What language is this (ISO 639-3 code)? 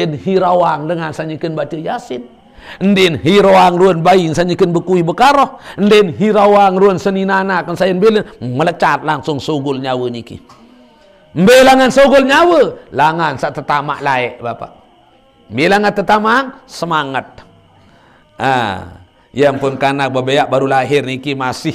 sas